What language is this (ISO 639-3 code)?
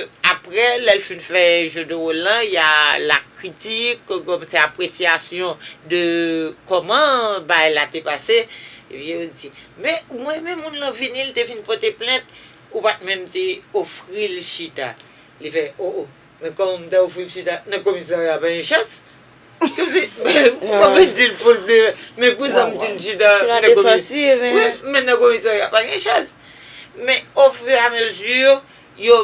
hat